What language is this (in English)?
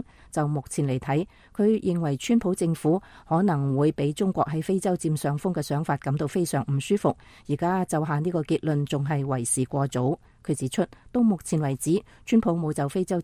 Cantonese